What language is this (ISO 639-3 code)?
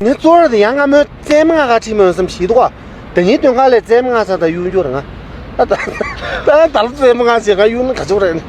bod